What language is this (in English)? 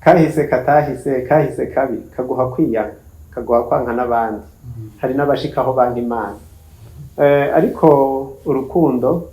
Rundi